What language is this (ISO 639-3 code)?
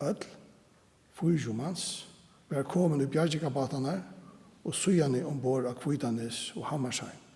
fao